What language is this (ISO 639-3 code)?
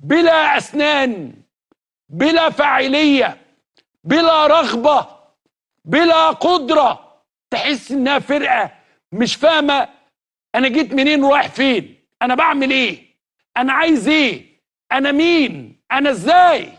arz